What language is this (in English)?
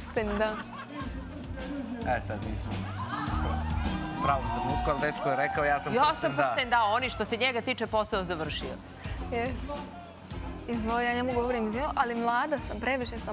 Serbian